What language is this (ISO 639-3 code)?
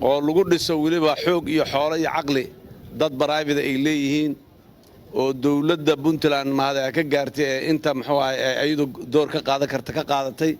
som